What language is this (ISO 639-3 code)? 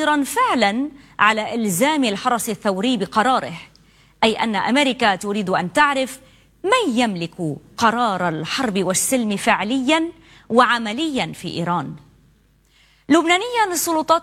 ara